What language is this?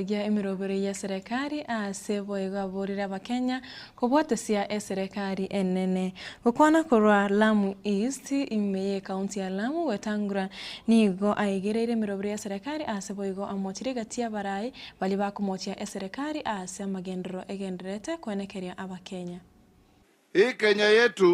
Gusii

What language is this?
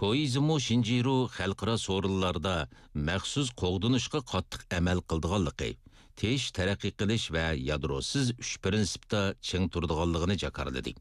Uyghur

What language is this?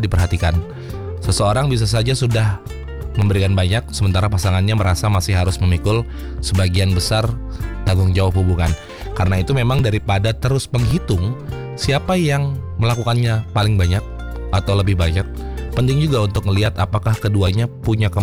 Indonesian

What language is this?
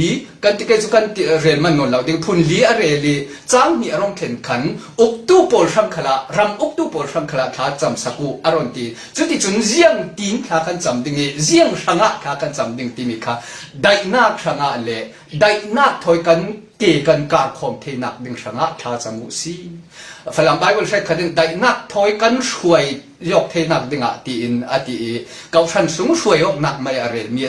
Falam Chin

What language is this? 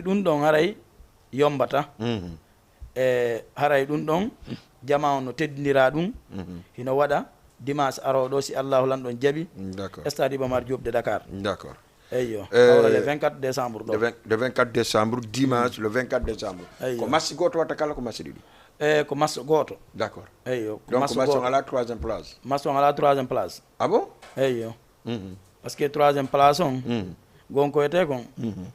Fula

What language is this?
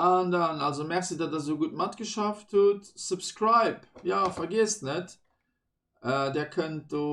Luxembourgish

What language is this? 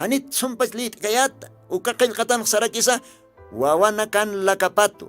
Aymara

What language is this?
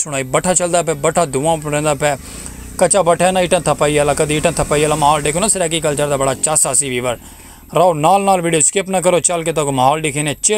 Saraiki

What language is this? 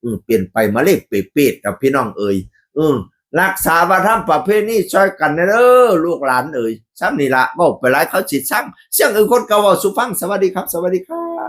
Northeastern Thai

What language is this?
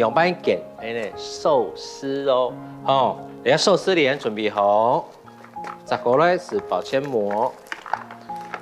Hakka Chinese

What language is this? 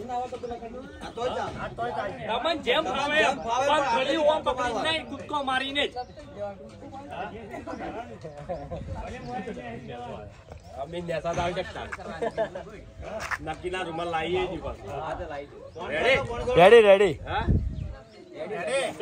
Gujarati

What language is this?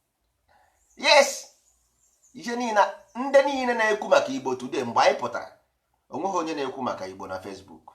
Igbo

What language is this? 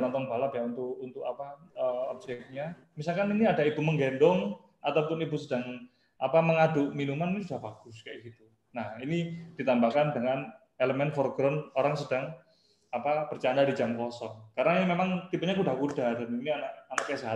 Indonesian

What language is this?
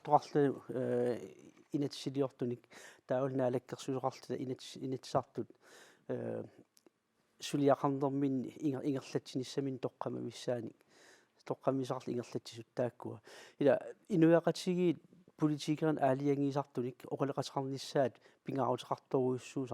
Kalaallisut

